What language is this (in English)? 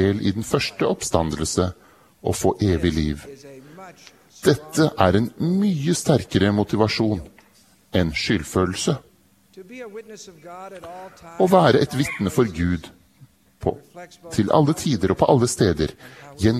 Norwegian